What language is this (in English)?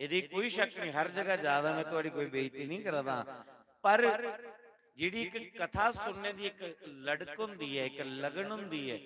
Dogri